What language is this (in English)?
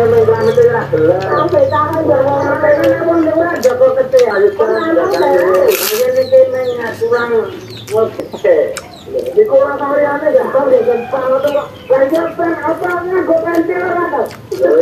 Indonesian